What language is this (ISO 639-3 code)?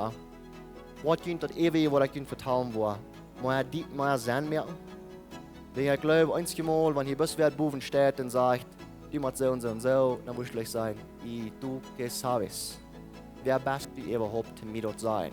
pdt